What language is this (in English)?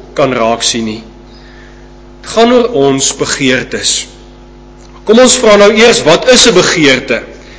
Afrikaans